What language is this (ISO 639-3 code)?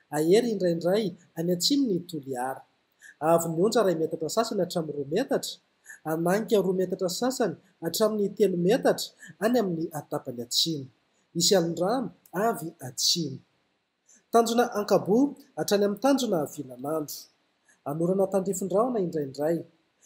mlg